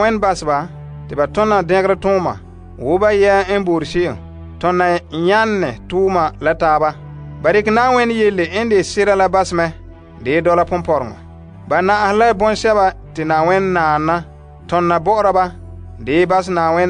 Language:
Frafra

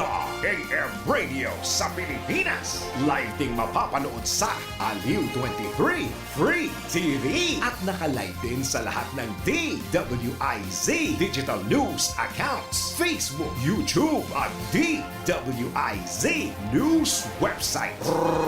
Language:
Bikol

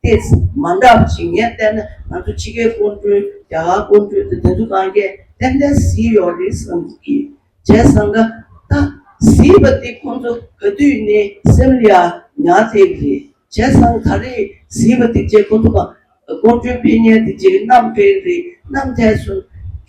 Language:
Tibetan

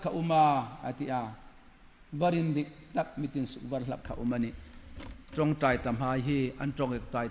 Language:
Hmar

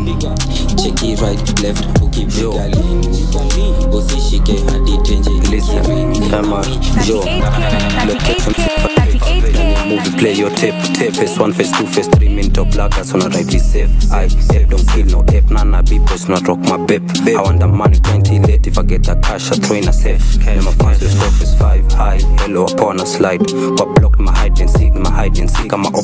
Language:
Swahili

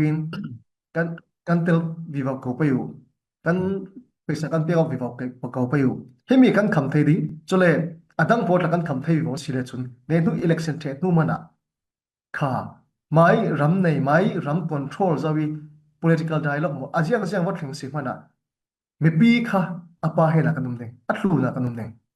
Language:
Falam Chin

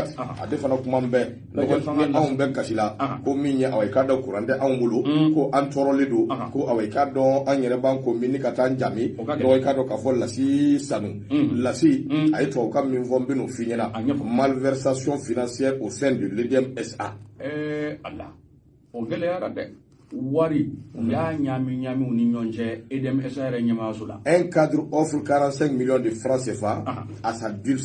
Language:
Bambara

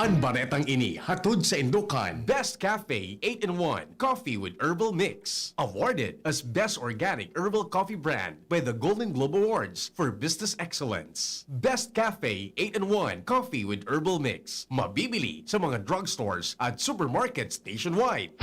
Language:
Bikol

